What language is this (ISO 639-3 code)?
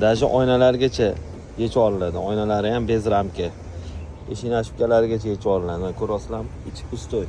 uzb